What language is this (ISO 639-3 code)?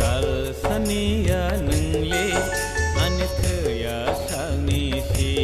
trp